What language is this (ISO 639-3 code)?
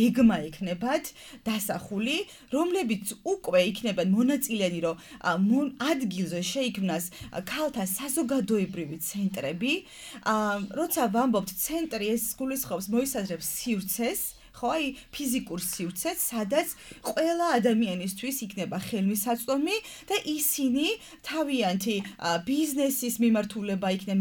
kat